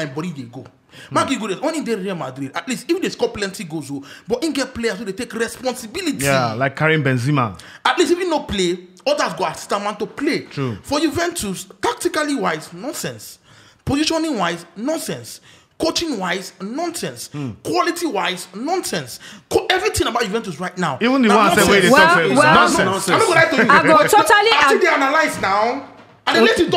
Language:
Nigerian Pidgin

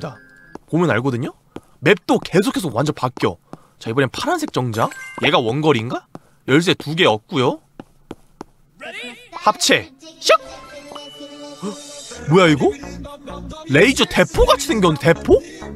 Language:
Korean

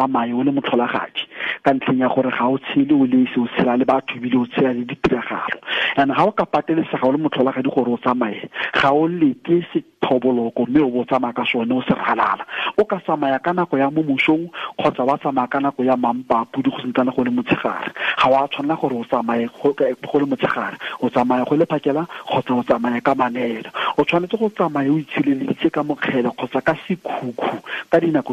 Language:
Tswana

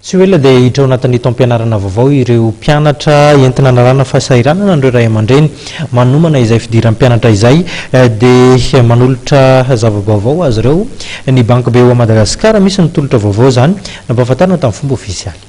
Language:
Malagasy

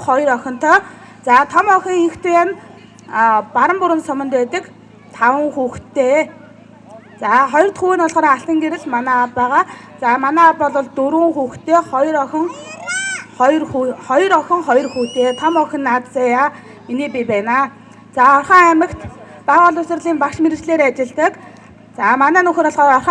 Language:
Mongolian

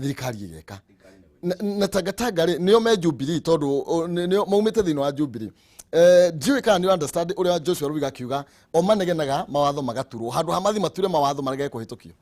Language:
Kikuyu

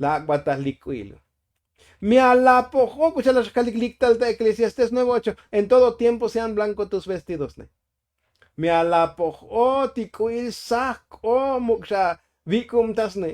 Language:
Tzotzil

